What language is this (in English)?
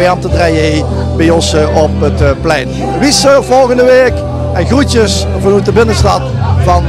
Limburgish